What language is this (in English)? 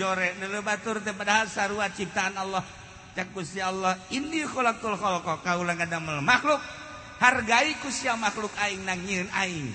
Sundanese